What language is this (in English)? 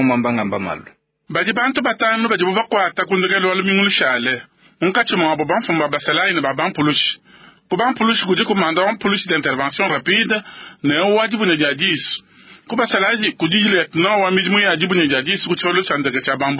Luba-Lulua